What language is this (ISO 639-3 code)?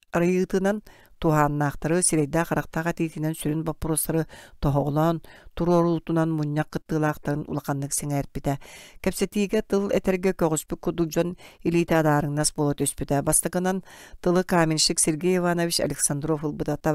sah